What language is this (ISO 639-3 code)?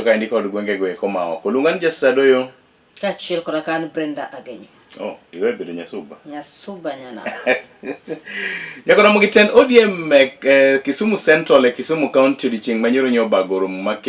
luo